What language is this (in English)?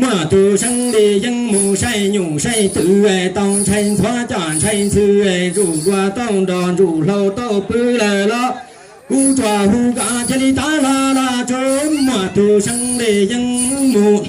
Hmong